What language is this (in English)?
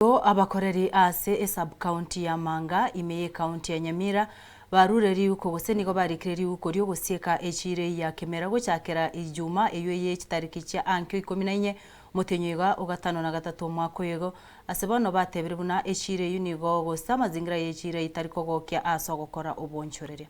Gusii